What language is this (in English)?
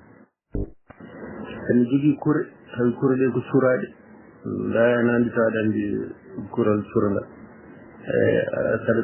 Fula